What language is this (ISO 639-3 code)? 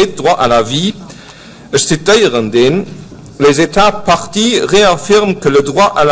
ltz